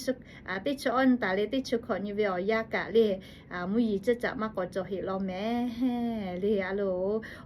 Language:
Lahu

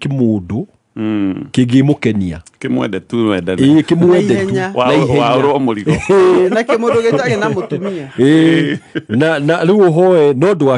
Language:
Kikuyu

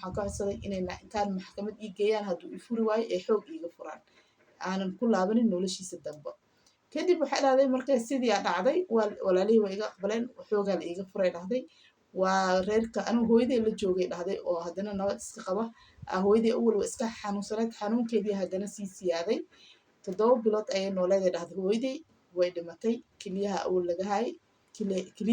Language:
Somali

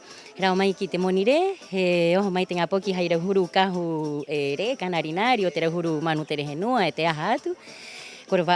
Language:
Rapanui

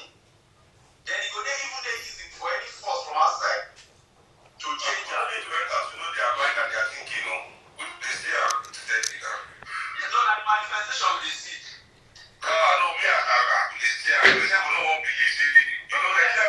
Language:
Nigerian Pidgin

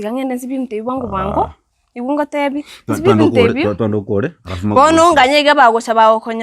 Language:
Gusii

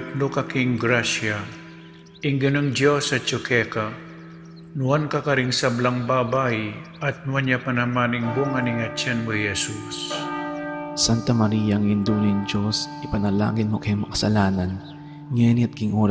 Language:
Pampanga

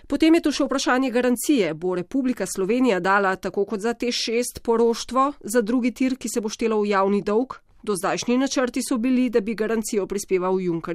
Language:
Slovenian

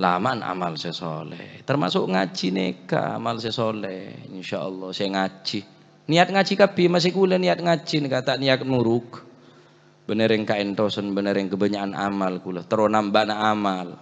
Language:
Madurese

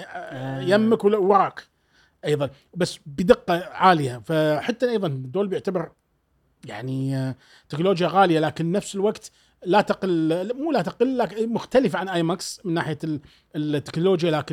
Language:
Gulf Arabic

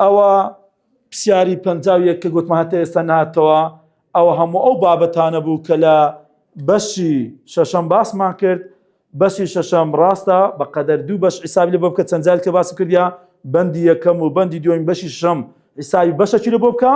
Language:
Central Kurdish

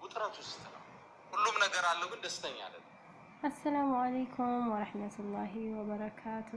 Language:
Amharic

